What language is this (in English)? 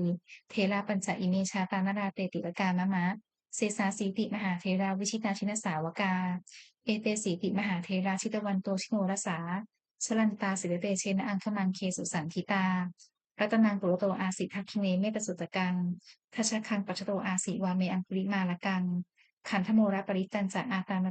Pali